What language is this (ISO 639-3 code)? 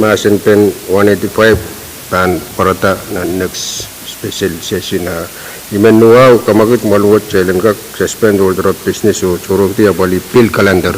pon